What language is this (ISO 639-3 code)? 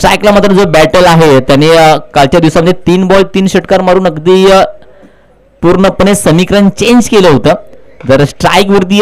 mar